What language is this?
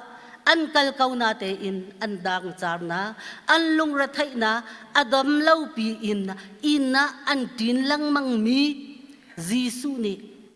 Hakha Chin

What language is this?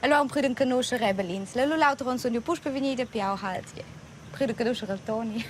Romansh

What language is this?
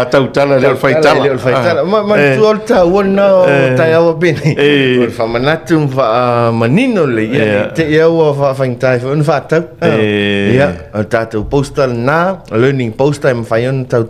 Samoan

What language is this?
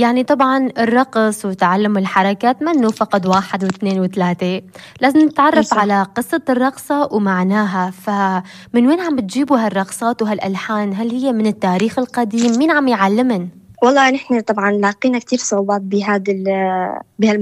North Levantine Arabic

